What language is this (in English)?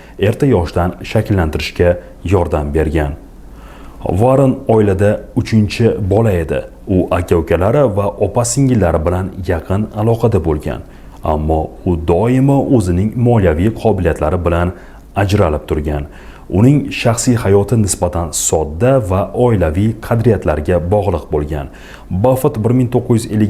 Uzbek